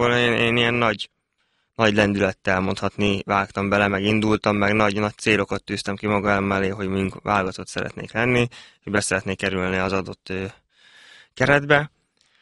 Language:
Hungarian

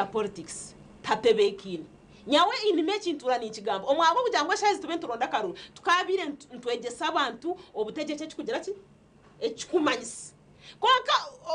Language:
Nyankole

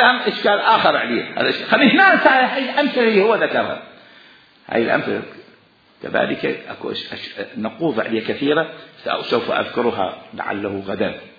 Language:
Mesopotamian Arabic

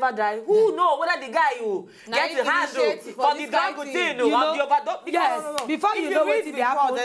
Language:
Nigerian Pidgin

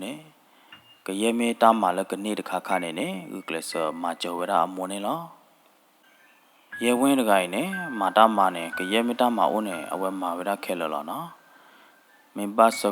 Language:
S'gaw Karen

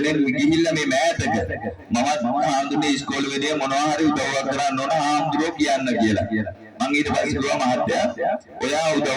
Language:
Sinhala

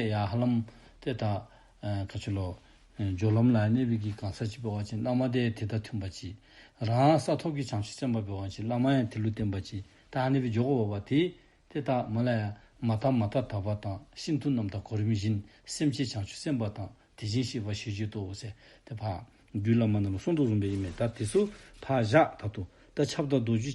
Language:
Dzongkha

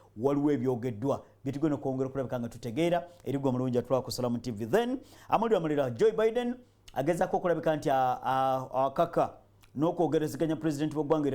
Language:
Ganda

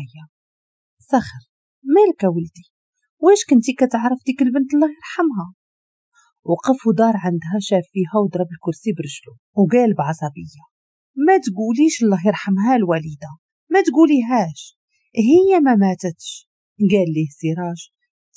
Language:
Moroccan Arabic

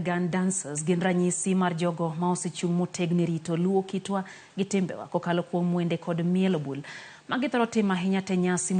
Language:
Luo (Kenya and Tanzania)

